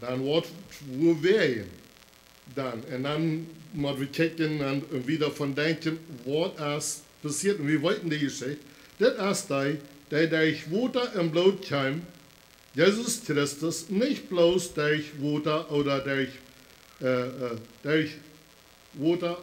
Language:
Plautdietsch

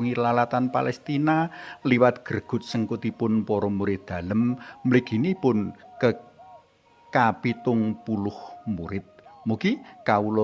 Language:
Javanese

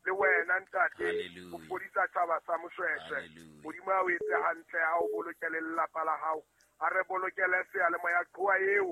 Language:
Southern Sotho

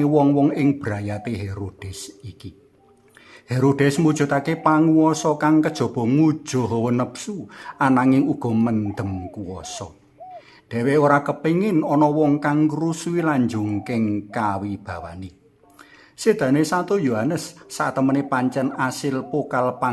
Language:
Javanese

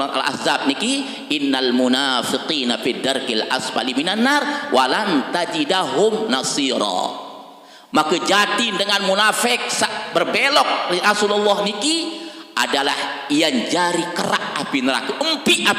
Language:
Sasak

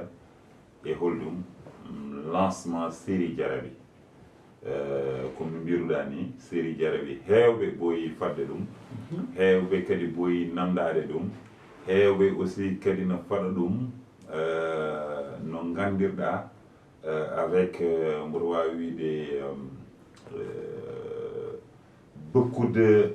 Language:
Fula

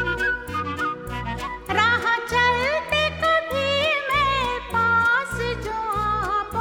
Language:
Hindi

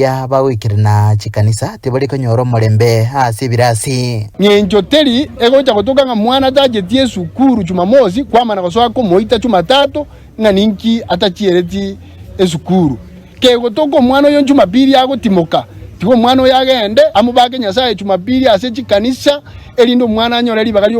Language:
Gusii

